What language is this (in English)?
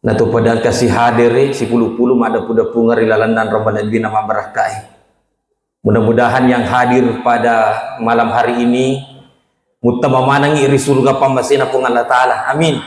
Buginese